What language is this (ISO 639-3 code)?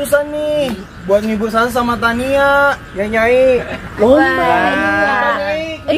bew